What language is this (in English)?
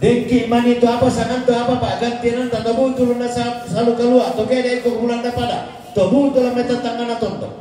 Toraja-Sa'dan